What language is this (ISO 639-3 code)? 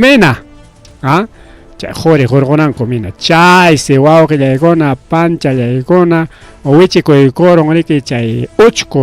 quy